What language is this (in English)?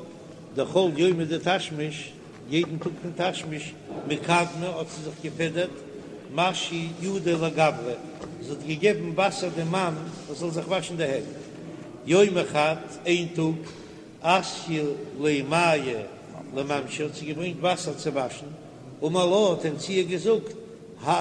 Yiddish